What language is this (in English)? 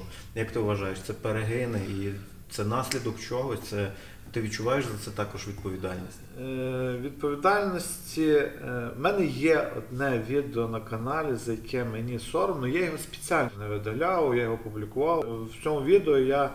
Ukrainian